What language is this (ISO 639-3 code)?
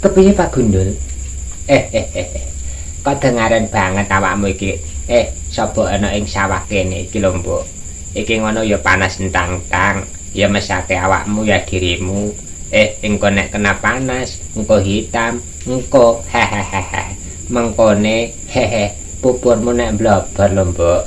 jav